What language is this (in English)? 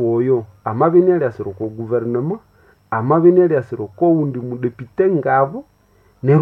Nande